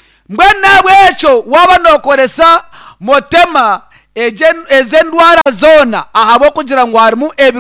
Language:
Nyankole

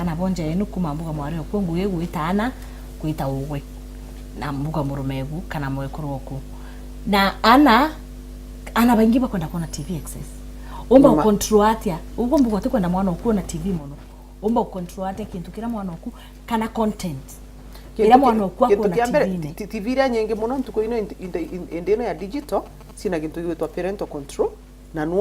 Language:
Meru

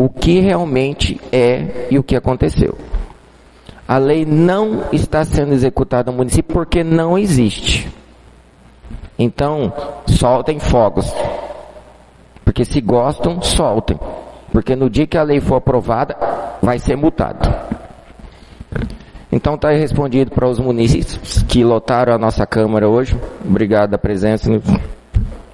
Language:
Portuguese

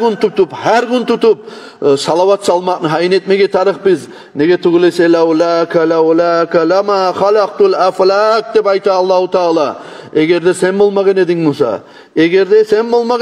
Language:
Kumyk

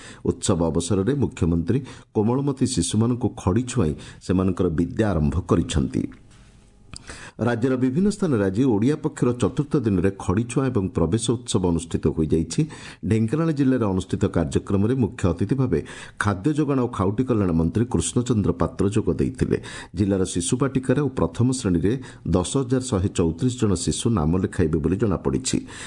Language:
Odia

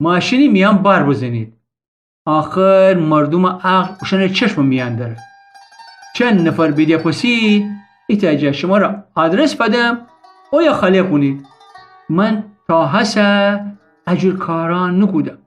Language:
Gilaki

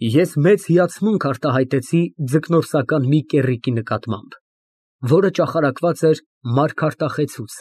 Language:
Armenian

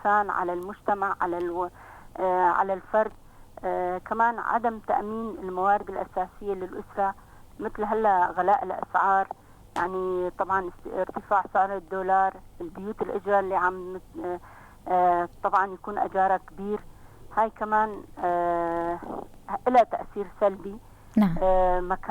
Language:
North Levantine Arabic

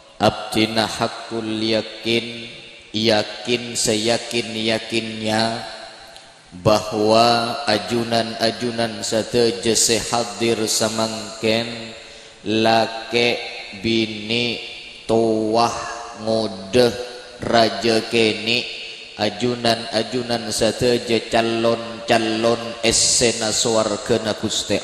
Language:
Madurese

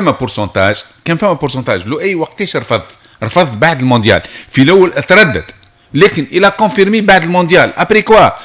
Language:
Tunisian Arabic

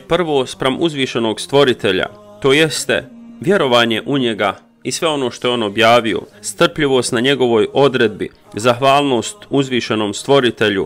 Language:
Bosnian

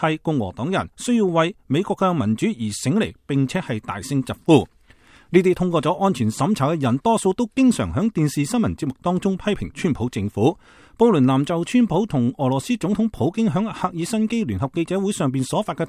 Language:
Cantonese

